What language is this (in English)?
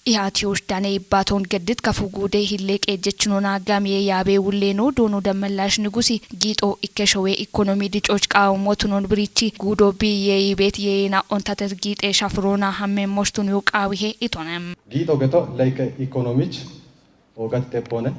Kafa